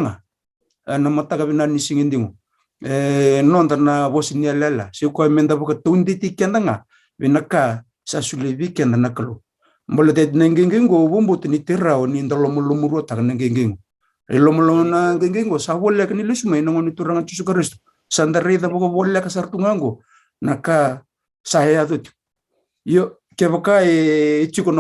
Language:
Fijian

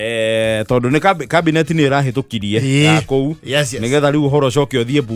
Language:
Kikuyu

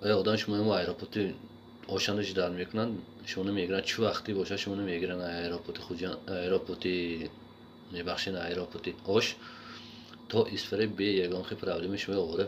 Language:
Tajik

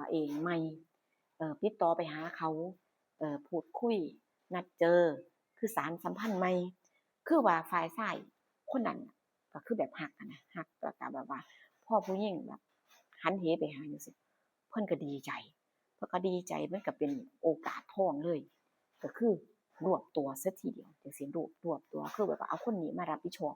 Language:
Northeastern Thai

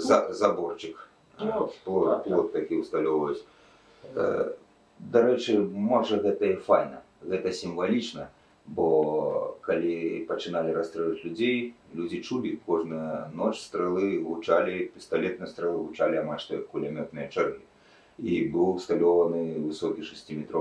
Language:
Belarusian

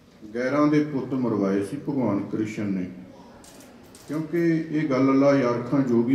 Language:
Punjabi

